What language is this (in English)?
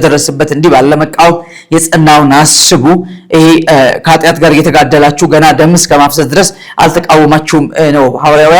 Amharic